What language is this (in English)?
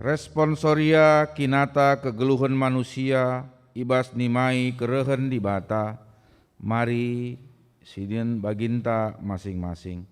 Batak Karo